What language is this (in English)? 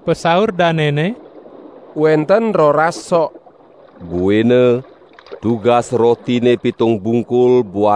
Balinese